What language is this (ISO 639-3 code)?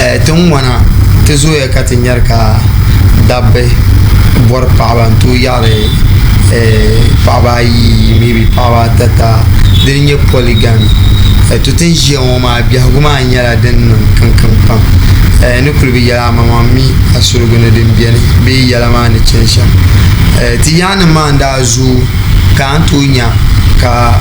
dag